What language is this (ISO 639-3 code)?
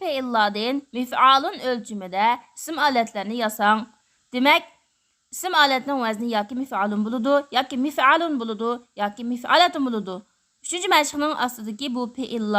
uig